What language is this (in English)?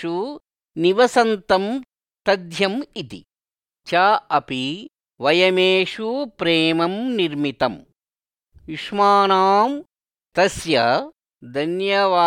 Sanskrit